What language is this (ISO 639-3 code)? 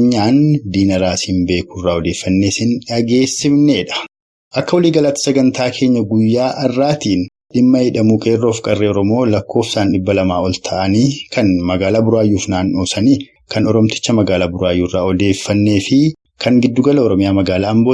orm